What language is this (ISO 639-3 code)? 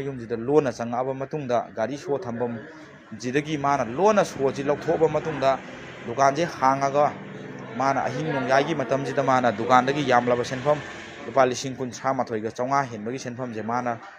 mni